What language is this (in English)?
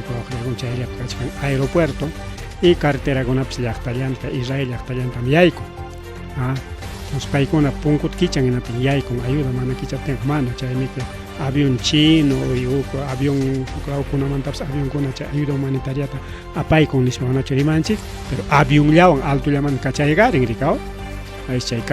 Ayacucho Quechua